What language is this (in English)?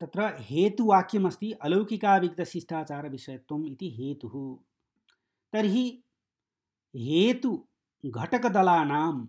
Sanskrit